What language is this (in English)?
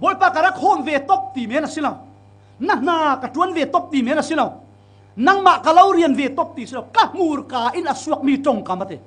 Falam Chin